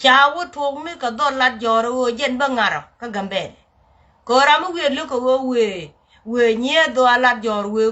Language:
Nuer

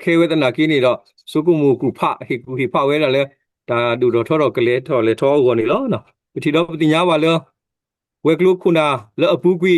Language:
S'gaw Karen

